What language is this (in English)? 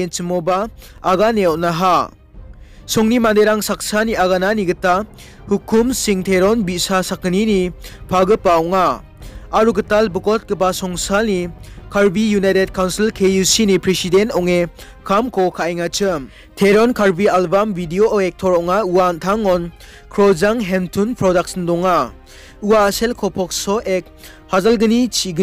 Garo